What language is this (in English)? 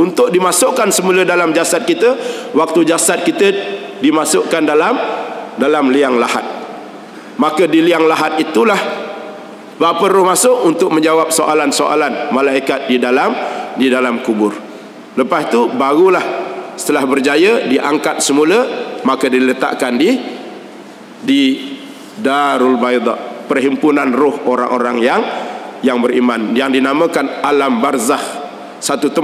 Malay